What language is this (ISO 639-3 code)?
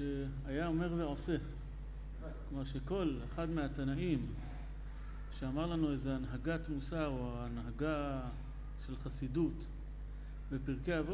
heb